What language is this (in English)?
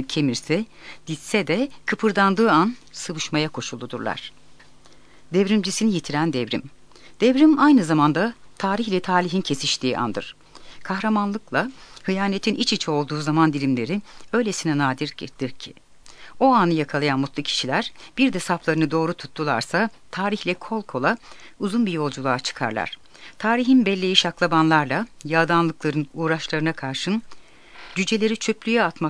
Turkish